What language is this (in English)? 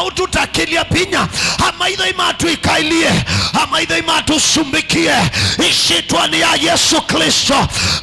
Kamba